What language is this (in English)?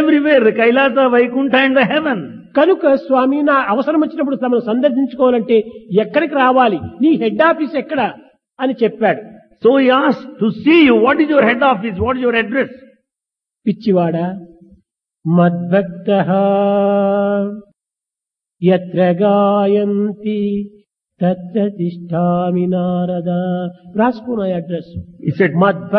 Telugu